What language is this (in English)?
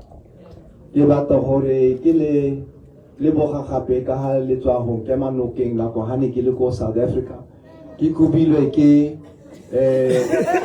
Tswana